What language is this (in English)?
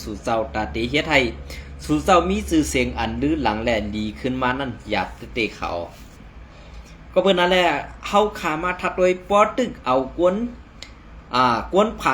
Shan